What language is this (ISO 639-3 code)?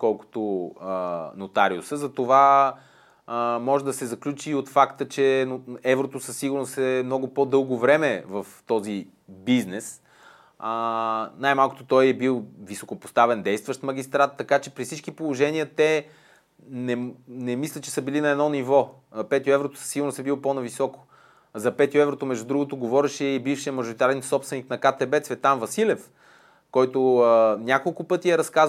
bul